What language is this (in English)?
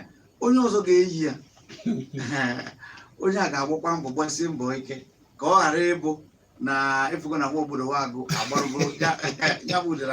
Igbo